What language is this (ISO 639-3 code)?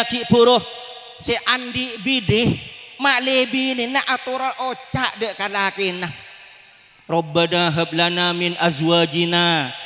mad